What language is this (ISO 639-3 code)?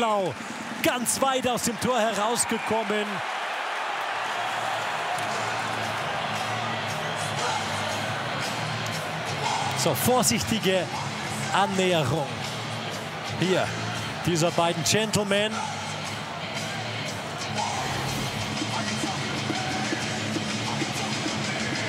deu